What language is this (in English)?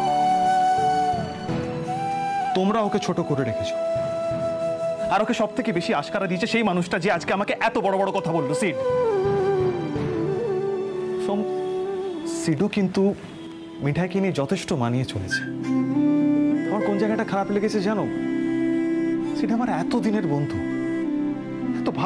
Bangla